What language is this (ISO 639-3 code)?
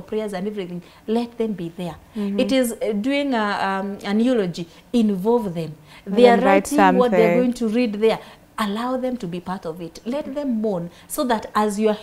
eng